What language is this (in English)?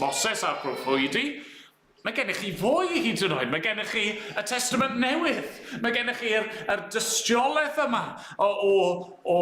Welsh